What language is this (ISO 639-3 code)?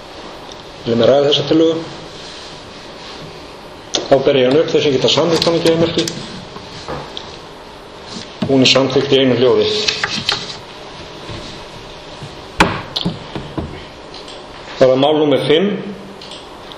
isl